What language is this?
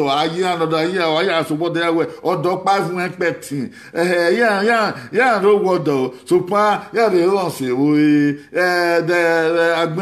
Bini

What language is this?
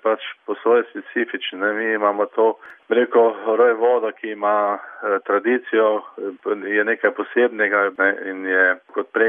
Slovenian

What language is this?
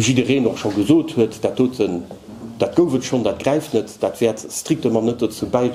Luxembourgish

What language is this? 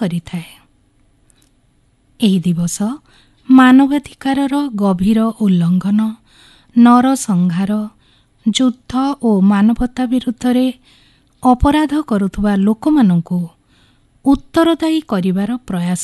Odia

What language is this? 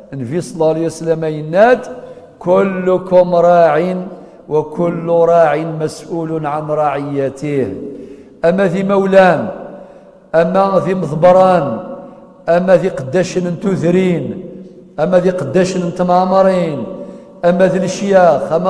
Kabyle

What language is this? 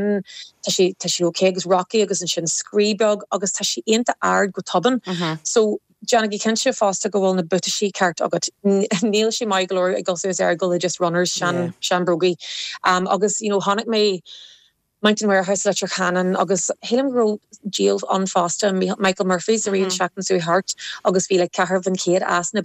Irish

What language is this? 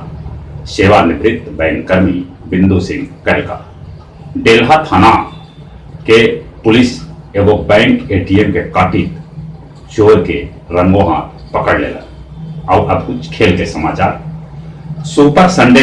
Magahi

